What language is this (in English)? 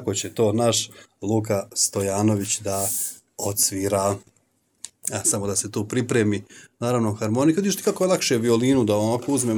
Serbian